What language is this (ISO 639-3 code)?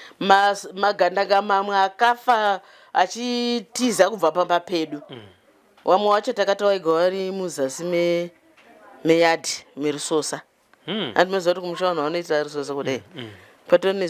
sna